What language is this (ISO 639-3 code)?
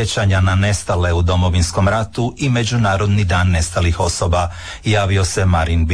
hrv